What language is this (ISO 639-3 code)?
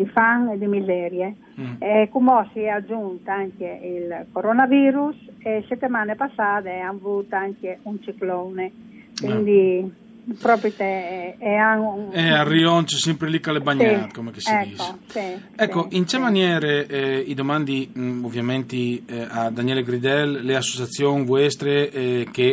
fur